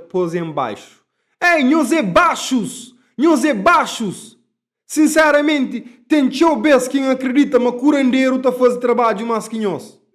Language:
Kabuverdianu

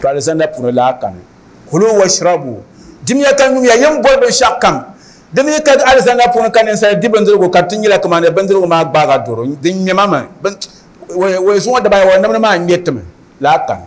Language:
Dagbani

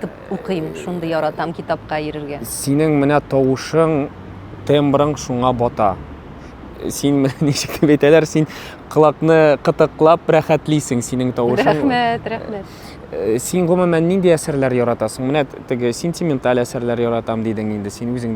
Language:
Tatar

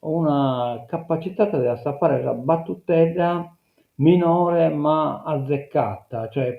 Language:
Sardinian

